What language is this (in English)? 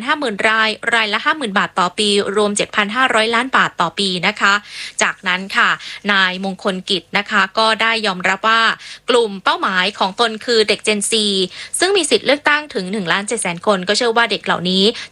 Thai